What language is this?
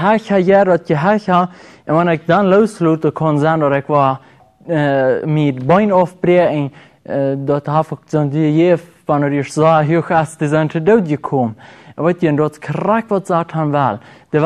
Plautdietsch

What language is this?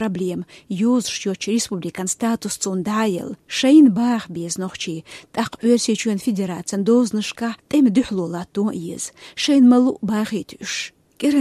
Chechen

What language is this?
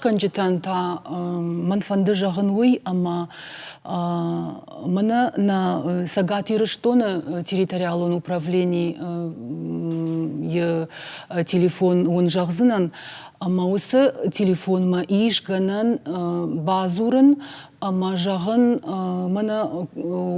Ossetic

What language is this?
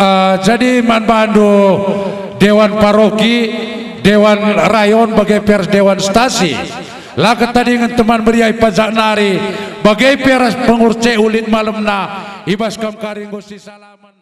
Batak Karo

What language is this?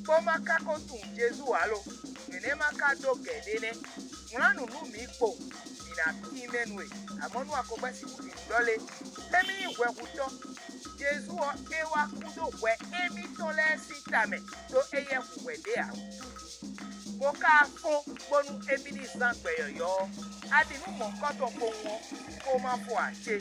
Fon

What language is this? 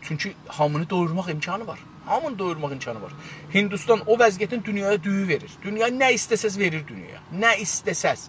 South Azerbaijani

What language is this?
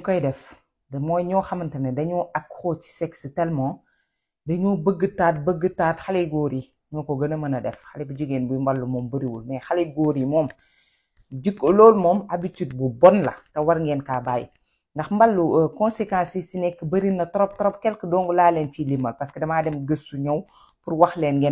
Wolof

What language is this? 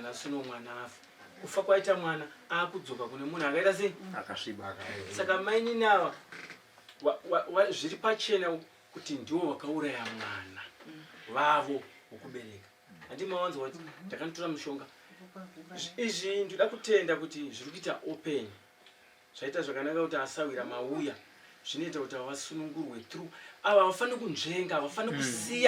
Shona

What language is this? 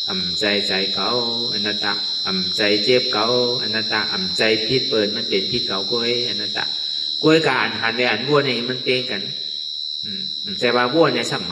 Shan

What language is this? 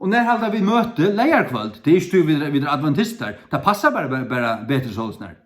Faroese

